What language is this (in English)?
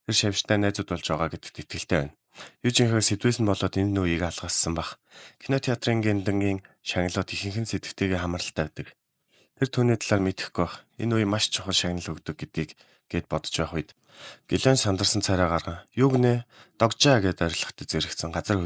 Mongolian